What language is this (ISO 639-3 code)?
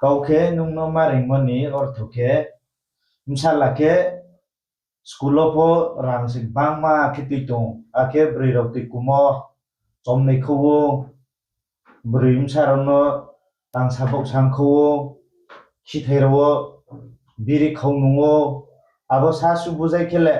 ria